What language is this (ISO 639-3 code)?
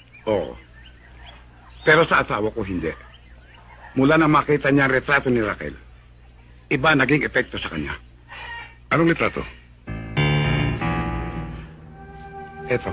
fil